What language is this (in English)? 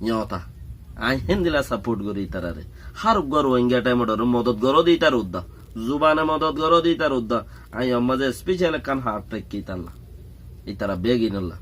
Rohingya